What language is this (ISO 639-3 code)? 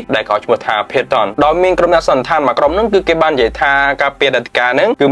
khm